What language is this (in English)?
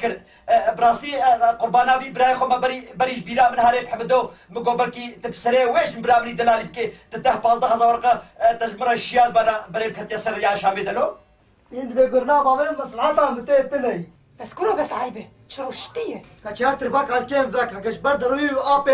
Kurdish